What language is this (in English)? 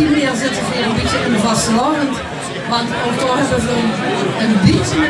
Limburgish